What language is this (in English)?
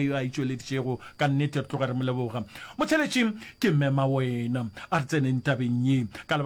Northern Sotho